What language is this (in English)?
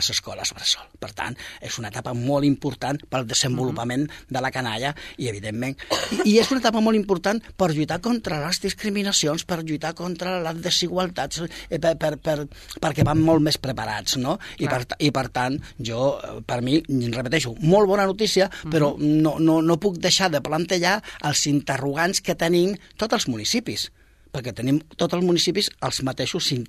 Catalan